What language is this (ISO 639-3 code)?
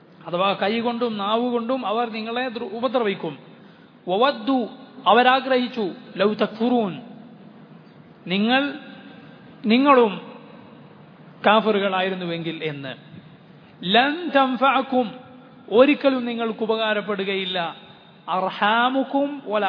mal